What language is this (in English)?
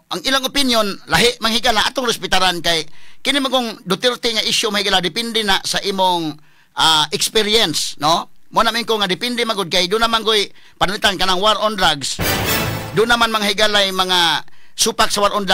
Cebuano